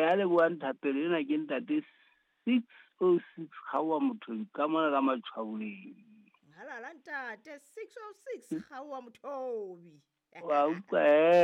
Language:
Southern Sotho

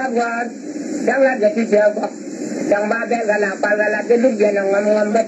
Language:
Nuer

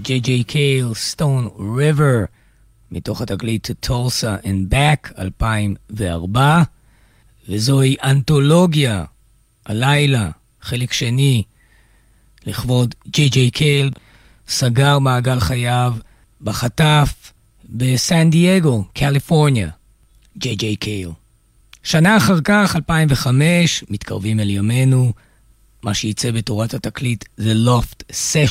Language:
Hebrew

